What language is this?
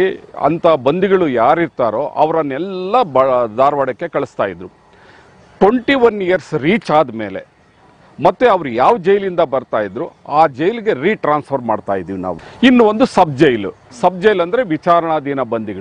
Kannada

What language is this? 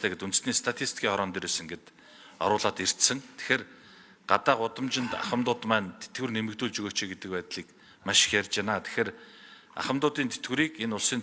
Mongolian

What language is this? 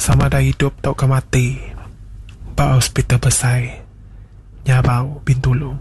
Iban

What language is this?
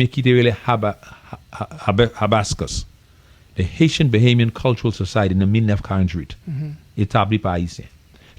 Haitian Creole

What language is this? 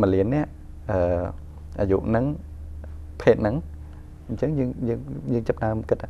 Khmer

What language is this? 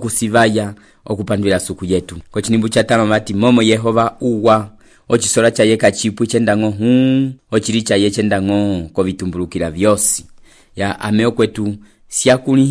Umbundu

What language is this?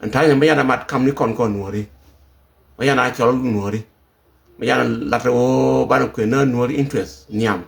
Nuer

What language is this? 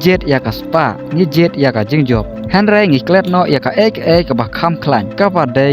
Khasi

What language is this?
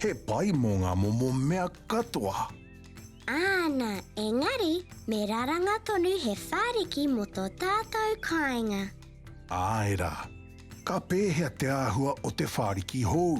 Māori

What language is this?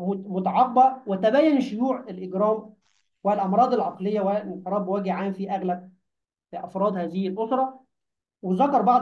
Arabic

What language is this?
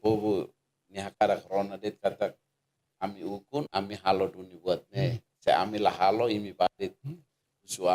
Tetum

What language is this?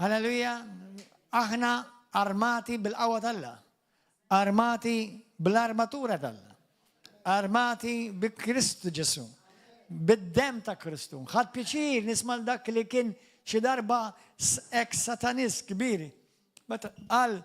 Maltese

